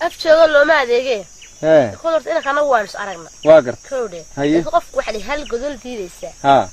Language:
Somali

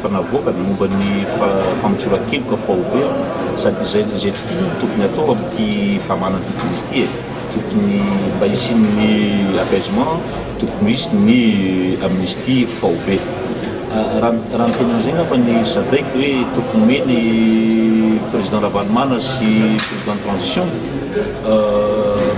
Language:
Malagasy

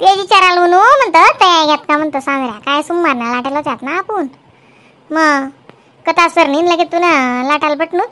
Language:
Khandesi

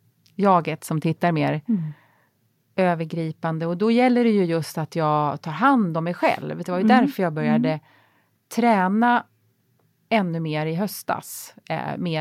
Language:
Swedish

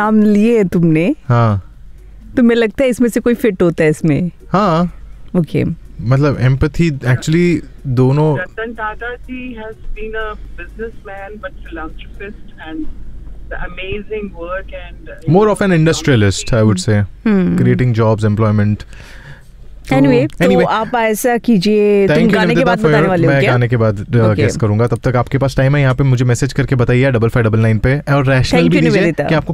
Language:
Hindi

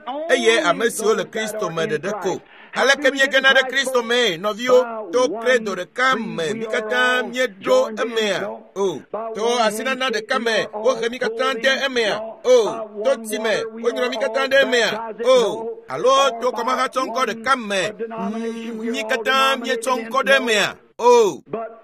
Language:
Ewe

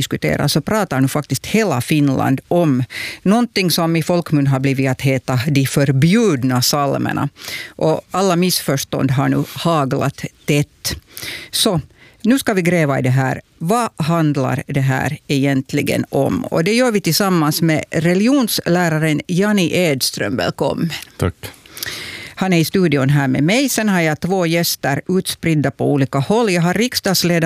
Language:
Swedish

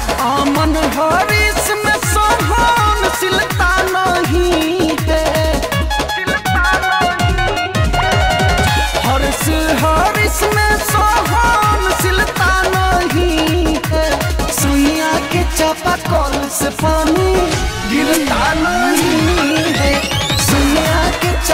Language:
Bhojpuri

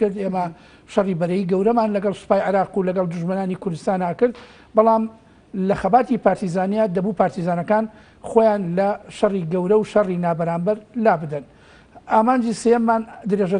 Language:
Central Kurdish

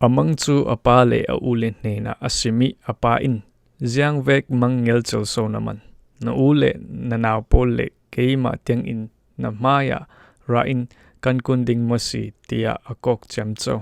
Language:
Falam Chin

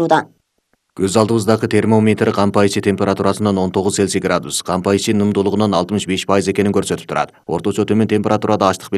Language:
Kyrgyz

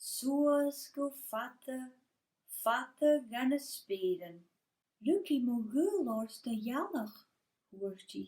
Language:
Scottish Gaelic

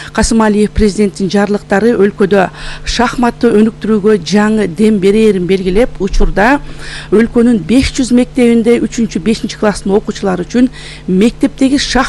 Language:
Kyrgyz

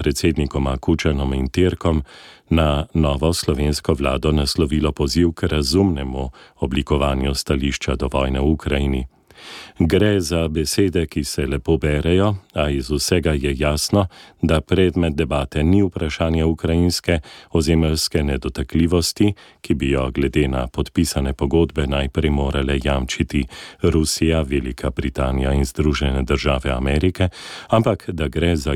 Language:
Slovenian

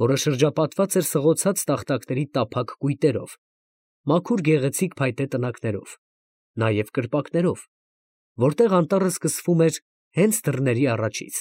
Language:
Armenian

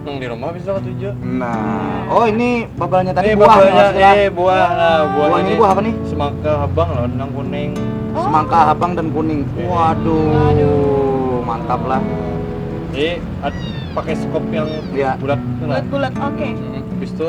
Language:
Banjar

